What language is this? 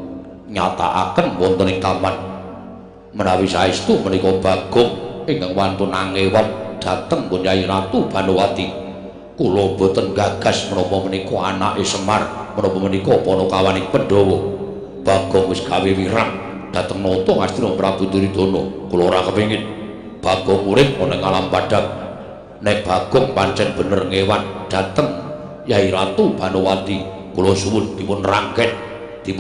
Javanese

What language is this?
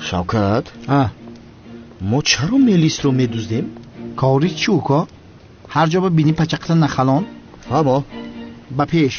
Tajik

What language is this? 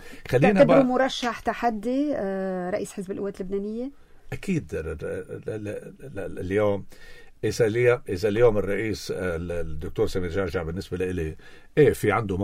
North Levantine Arabic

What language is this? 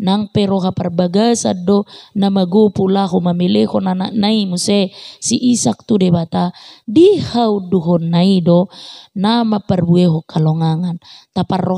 Batak Toba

